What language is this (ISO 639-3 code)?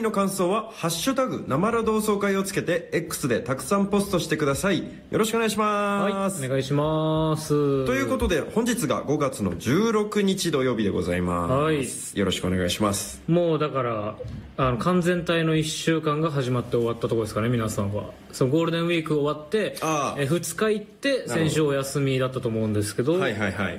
jpn